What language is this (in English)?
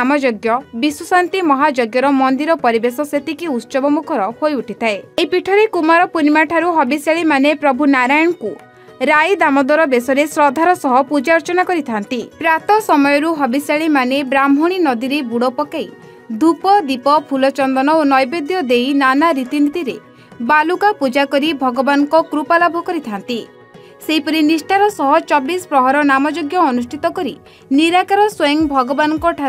Odia